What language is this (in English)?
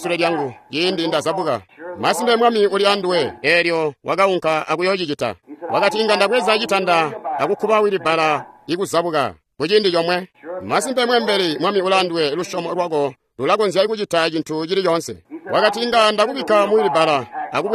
Tonga (Zambia)